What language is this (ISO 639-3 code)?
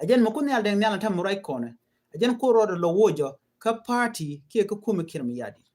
nus